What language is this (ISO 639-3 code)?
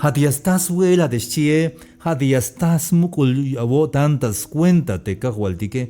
tzh